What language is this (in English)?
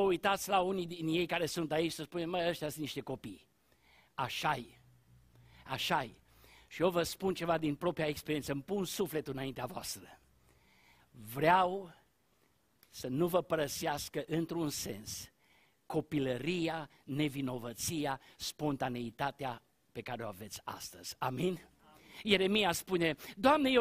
Romanian